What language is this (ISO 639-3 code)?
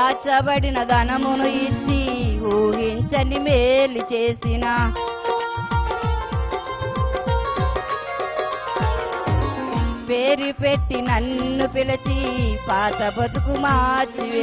tel